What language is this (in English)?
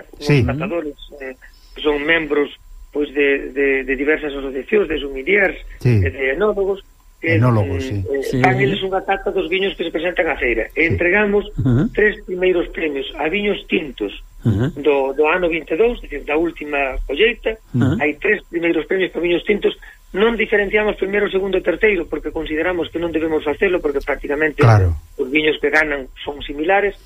Galician